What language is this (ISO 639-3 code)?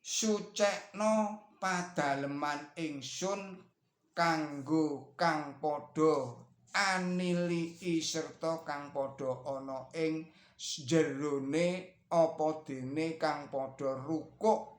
jav